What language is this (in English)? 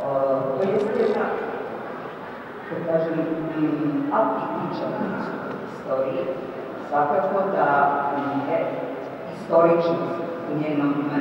Serbian